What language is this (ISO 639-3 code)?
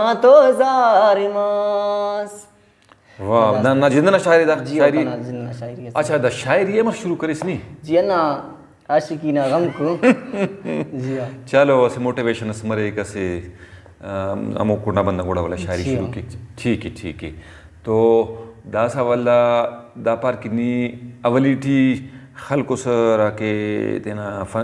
brh